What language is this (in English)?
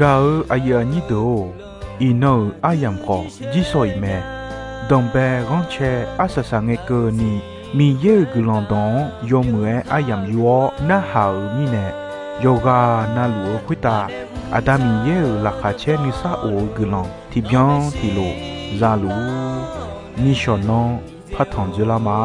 Akha